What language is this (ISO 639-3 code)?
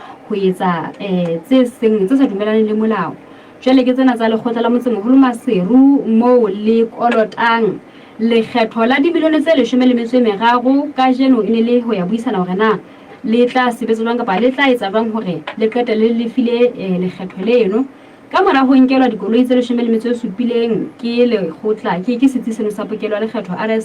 sot